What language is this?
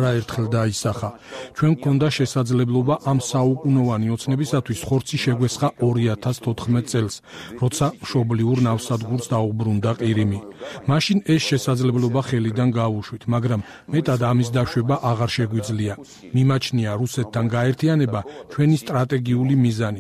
Georgian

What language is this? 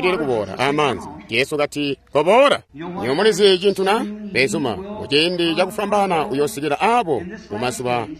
Tonga (Zambia)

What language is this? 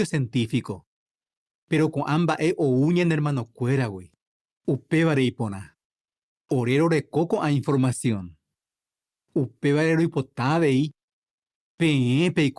Guarani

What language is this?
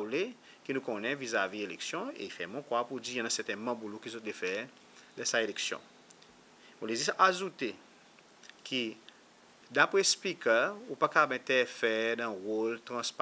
Seselwa Creole French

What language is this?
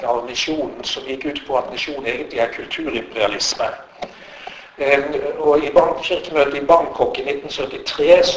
Norwegian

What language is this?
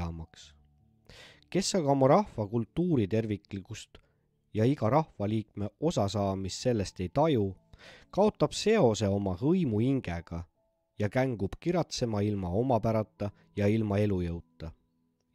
Estonian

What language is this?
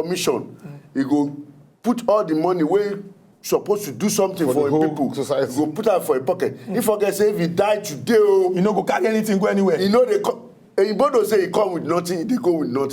Nigerian Pidgin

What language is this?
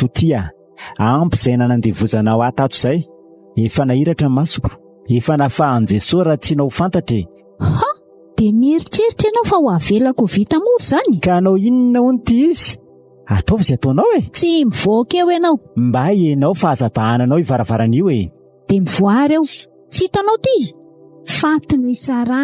Malagasy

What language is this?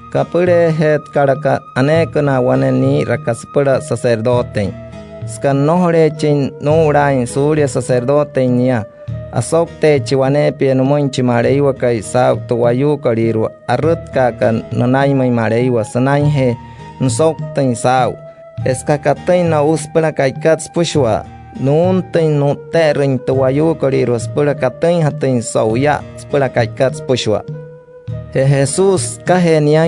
Wayuu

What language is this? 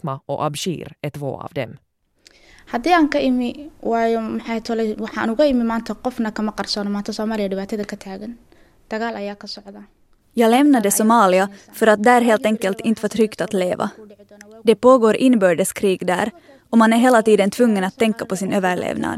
Swedish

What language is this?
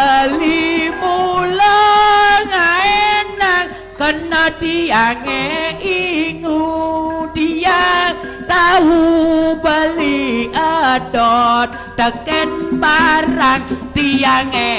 Balinese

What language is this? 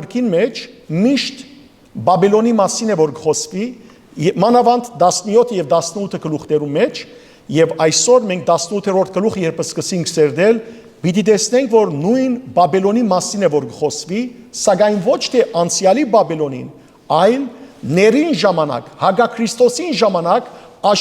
Western Armenian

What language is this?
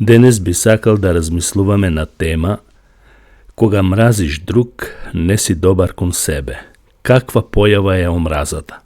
Macedonian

